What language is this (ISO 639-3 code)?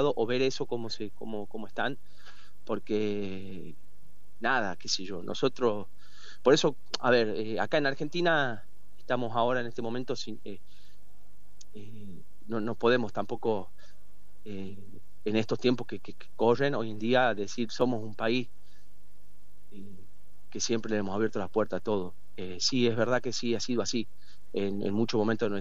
spa